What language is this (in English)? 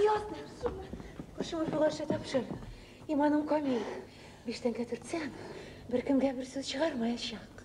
Tatar